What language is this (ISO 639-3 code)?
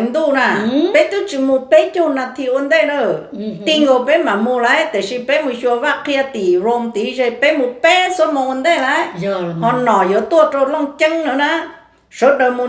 hmn